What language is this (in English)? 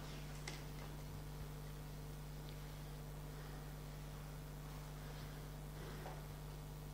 Bulgarian